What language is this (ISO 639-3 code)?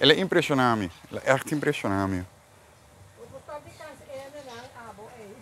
pap